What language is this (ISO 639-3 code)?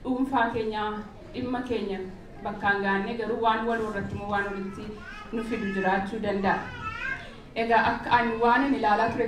orm